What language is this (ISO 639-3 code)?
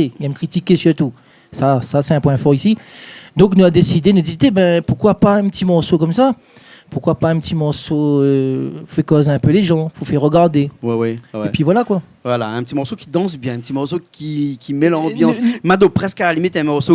rcf